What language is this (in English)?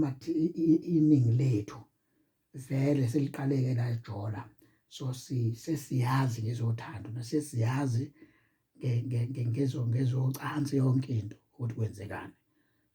Zulu